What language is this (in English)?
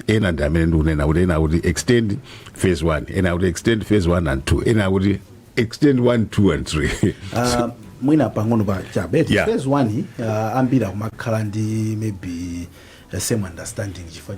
Nyanja